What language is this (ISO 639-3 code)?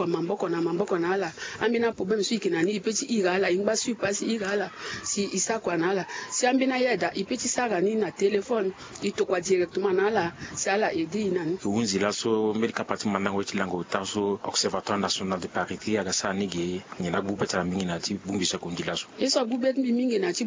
sag